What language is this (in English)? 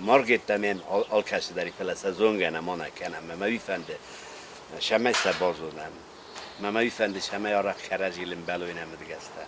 Ossetic